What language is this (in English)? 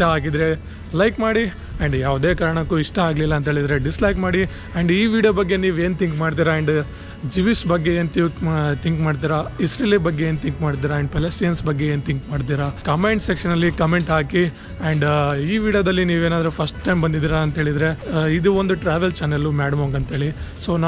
Kannada